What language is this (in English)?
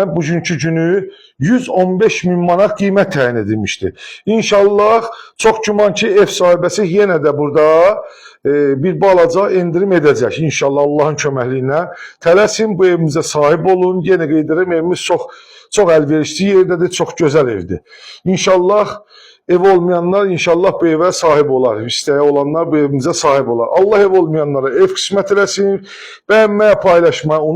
Azerbaijani